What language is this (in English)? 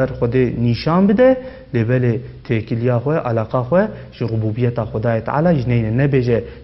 Kurdish